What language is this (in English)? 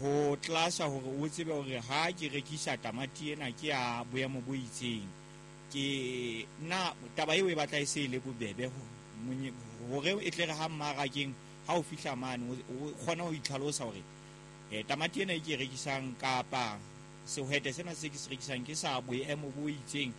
Southern Sotho